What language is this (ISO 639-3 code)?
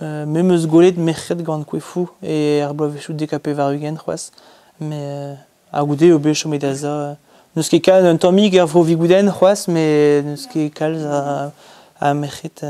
bre